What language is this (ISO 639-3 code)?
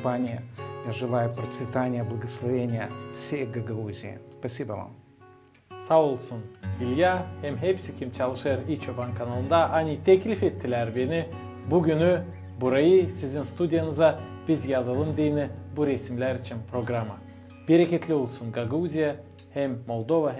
gag